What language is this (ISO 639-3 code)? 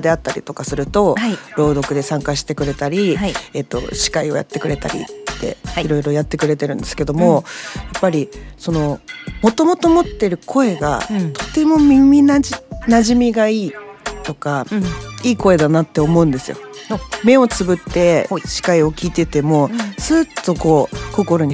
jpn